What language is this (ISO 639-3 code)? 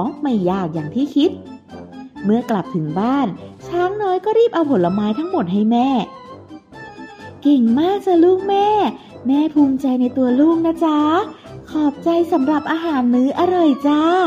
tha